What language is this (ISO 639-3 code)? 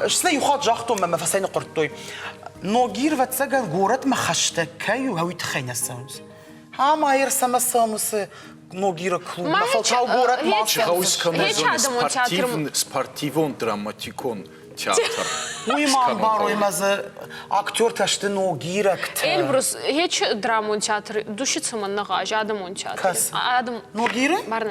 oss